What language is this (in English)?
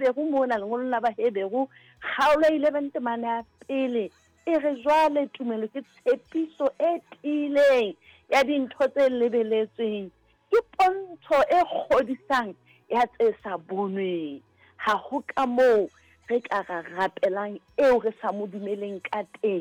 Southern Sotho